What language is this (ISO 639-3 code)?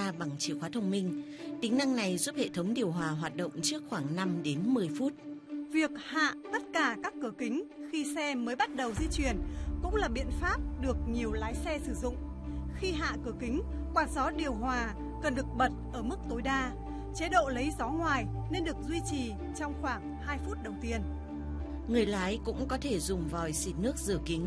vie